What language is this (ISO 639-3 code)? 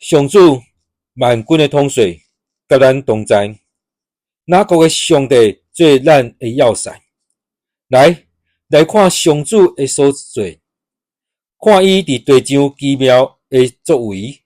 nan